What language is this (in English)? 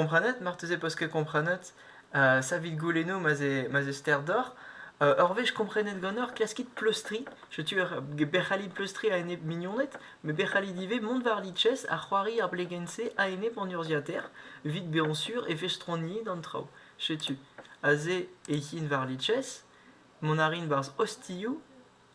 Breton